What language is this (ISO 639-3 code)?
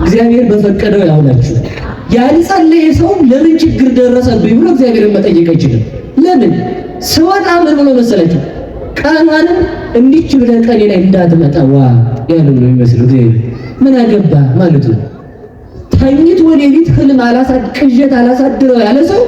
amh